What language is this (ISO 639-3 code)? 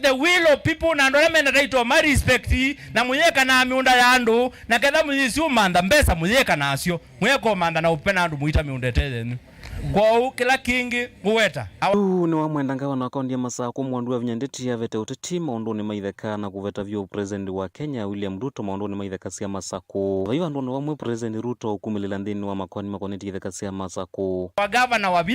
kam